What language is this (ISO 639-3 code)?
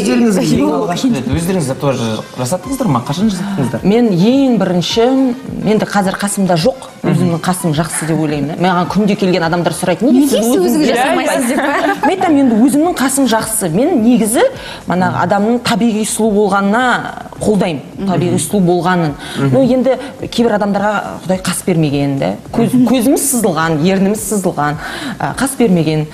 kaz